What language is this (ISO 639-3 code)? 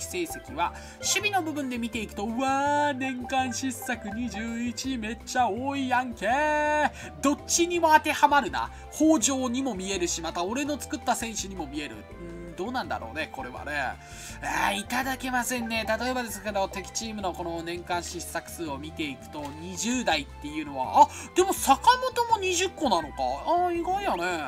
jpn